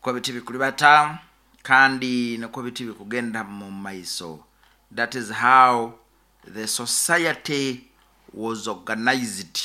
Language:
Nyoro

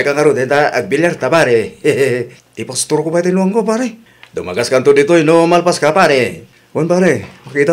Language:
Iloko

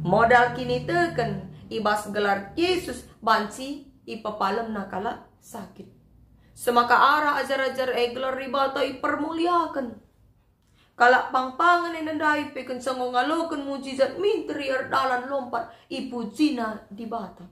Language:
Batak Karo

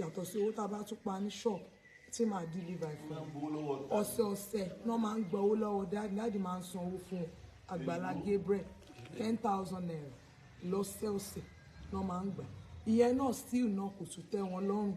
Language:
Yoruba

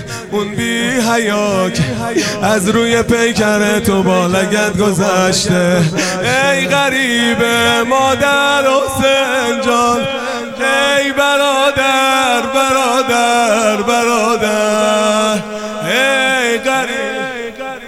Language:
Persian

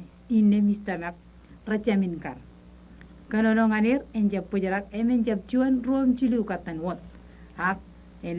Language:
Marshallese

